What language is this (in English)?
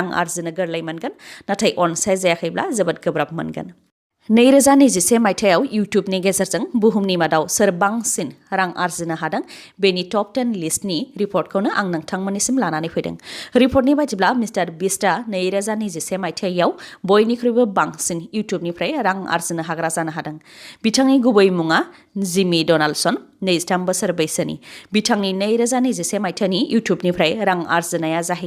Bodo